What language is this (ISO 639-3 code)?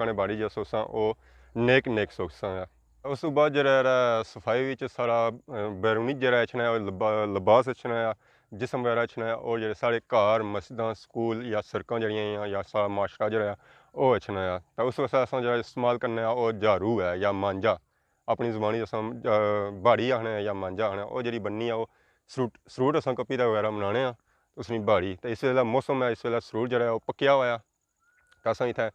phr